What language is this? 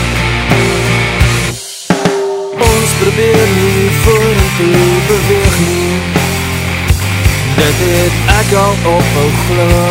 Afrikaans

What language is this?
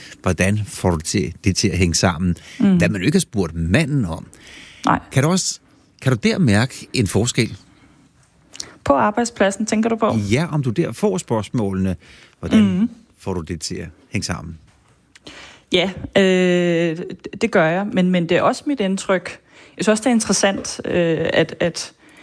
Danish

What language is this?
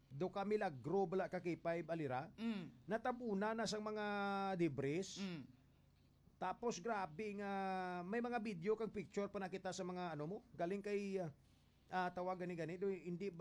Hiligaynon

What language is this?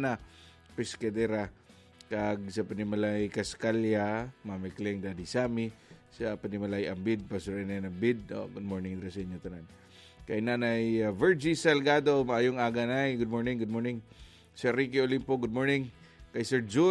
Hiligaynon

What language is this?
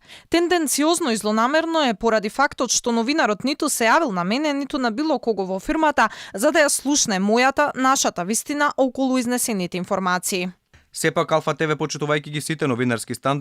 Macedonian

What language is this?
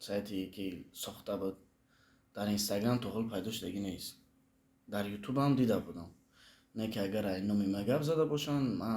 Tajik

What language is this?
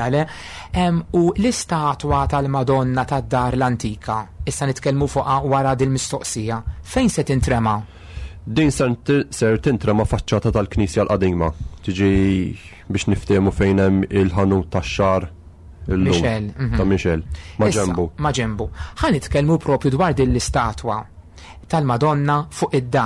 Maltese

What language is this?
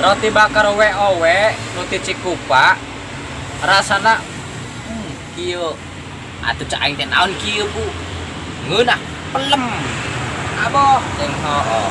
Sundanese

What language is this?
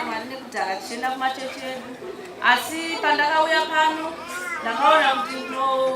Shona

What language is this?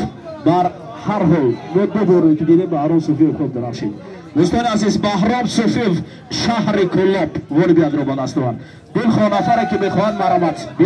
Tajik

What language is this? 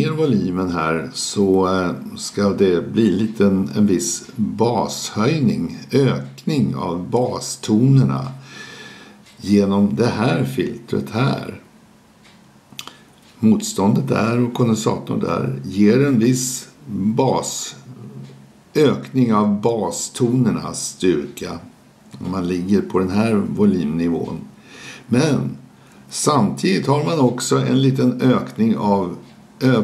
Swedish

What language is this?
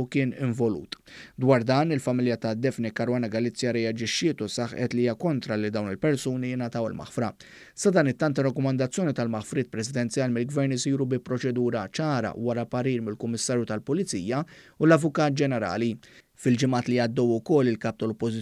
Maltese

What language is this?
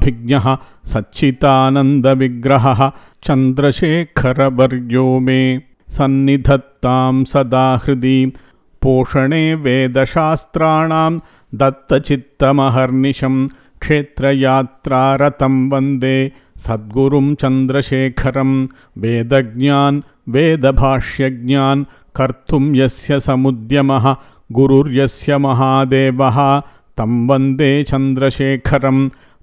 Sanskrit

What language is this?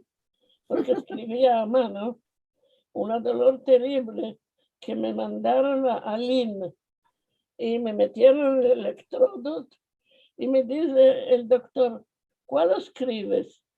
Ladino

